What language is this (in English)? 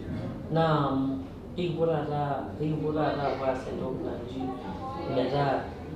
Masai